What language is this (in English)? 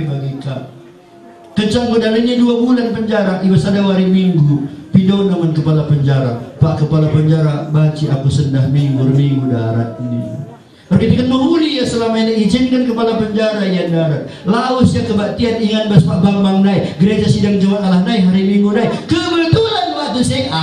Batak Karo